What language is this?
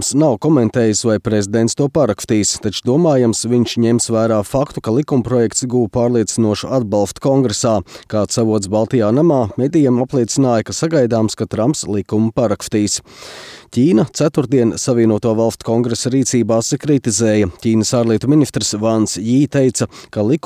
Latvian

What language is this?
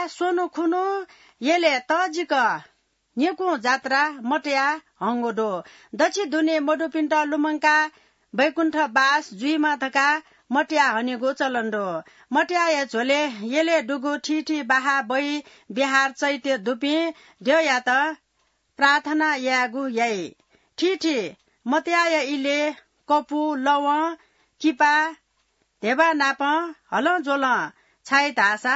Newari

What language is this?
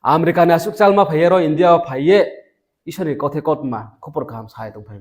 Riang (India)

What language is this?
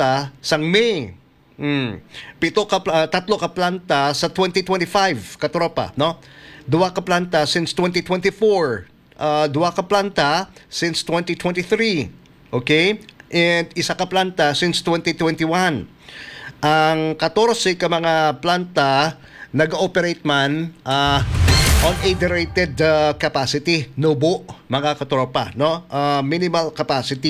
Hiligaynon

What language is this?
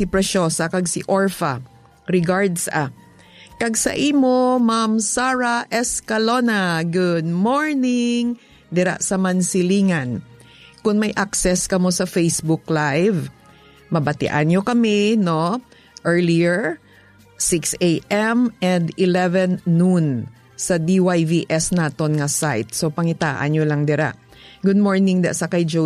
Hiligaynon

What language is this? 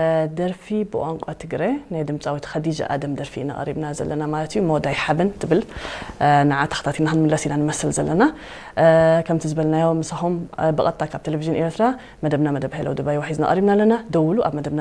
Tigrinya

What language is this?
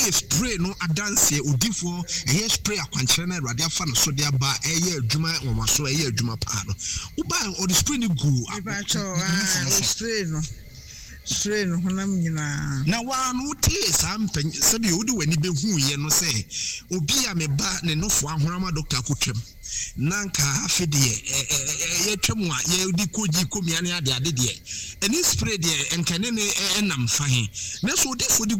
Akan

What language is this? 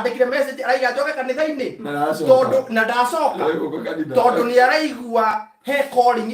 Kikuyu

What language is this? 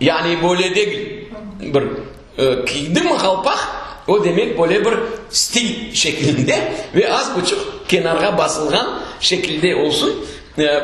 Crimean Tatar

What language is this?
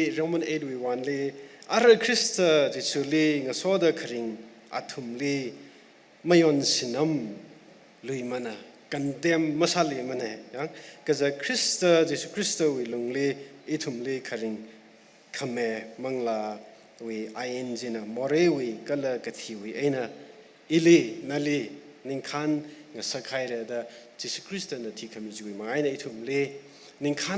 Tangkhul Naga (India)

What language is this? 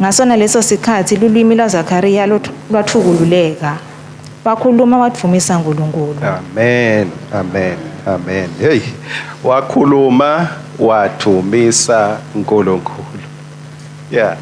Swati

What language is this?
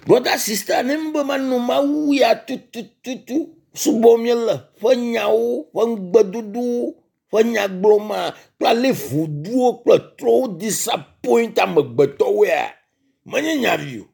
Ewe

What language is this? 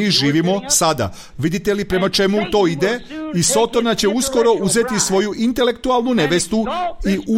Serbian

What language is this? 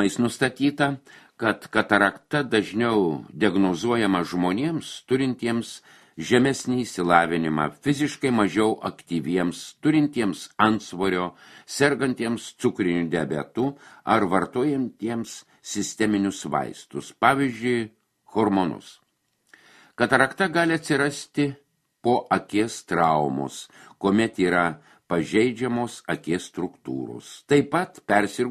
Lithuanian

